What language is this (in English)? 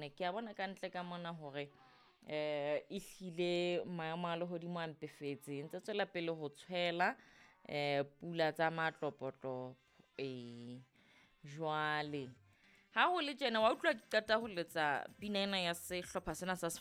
Southern Sotho